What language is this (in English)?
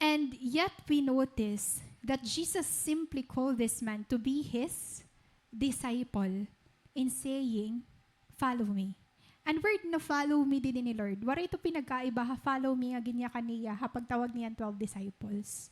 Waray